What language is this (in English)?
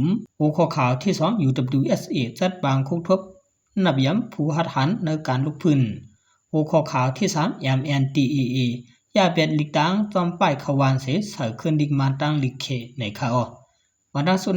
Shan